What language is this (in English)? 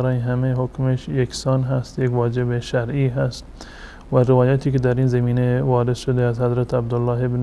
Tajik